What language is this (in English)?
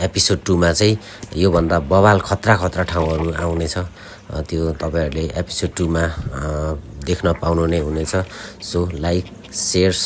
Nepali